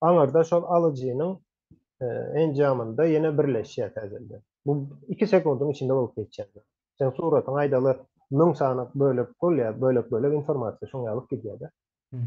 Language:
Turkmen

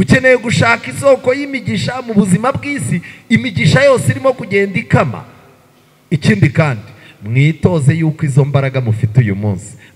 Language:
Kinyarwanda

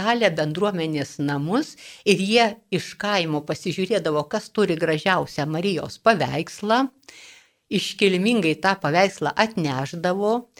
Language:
Lithuanian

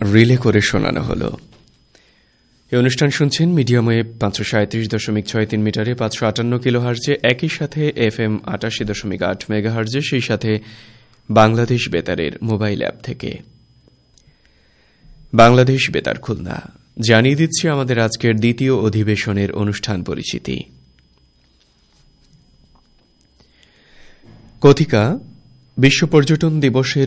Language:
Bangla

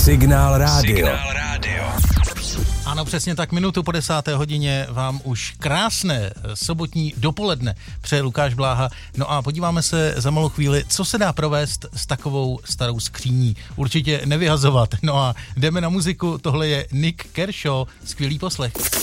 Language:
Czech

